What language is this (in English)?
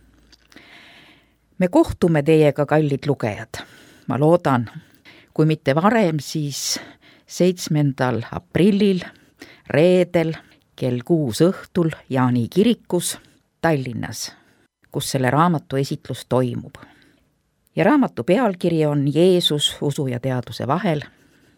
Estonian